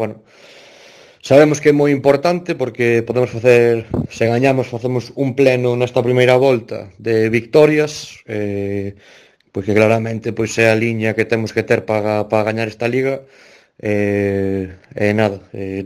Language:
Galician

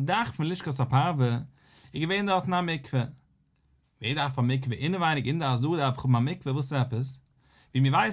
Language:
Yiddish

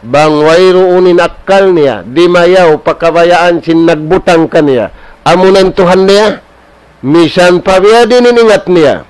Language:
Tausug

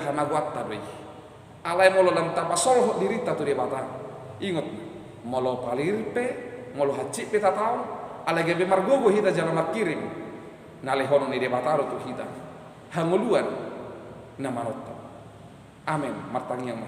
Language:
Batak Toba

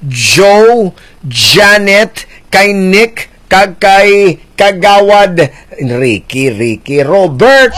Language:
Hiligaynon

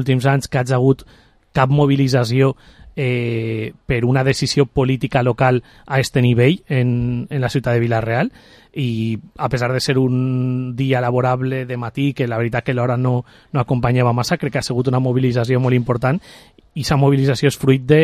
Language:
Catalan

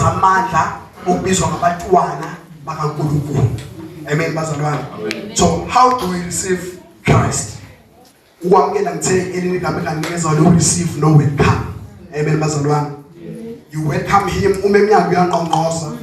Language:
Zulu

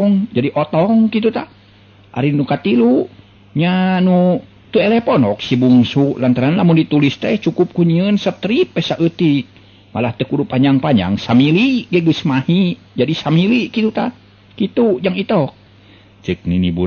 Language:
Sundanese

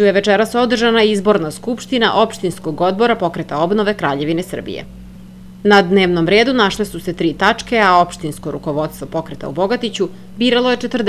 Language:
Serbian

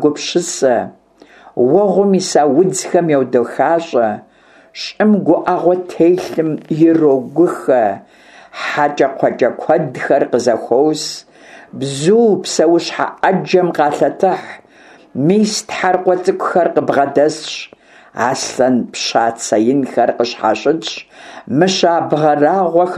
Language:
Kabardian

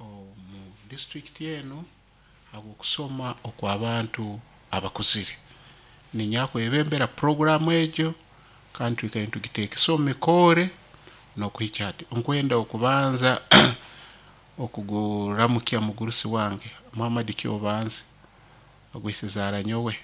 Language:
Nyoro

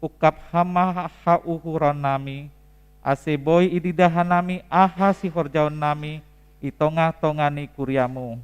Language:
Batak Simalungun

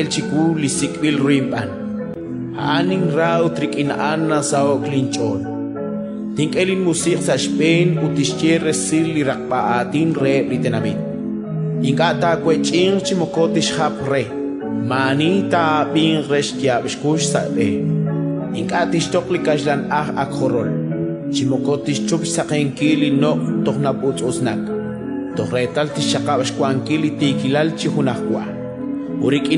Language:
Kekchí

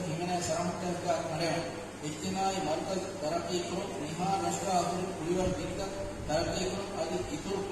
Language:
Divehi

